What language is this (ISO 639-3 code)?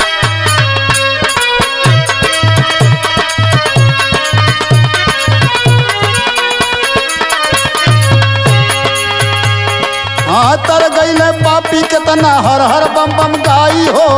bho